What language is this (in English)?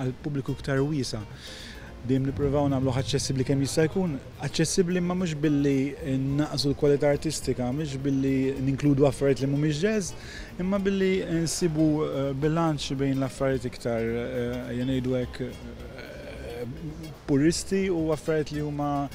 Maltese